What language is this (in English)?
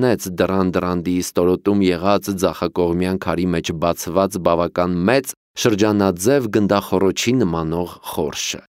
Armenian